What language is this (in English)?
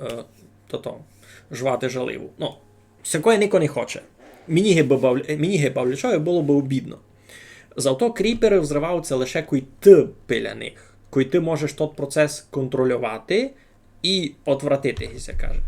Rusyn